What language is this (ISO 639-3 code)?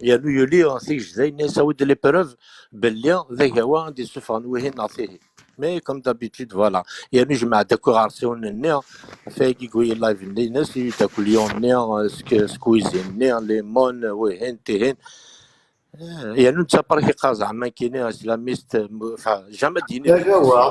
kab